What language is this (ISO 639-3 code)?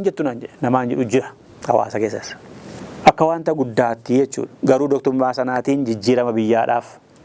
orm